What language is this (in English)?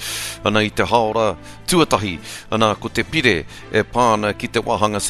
Māori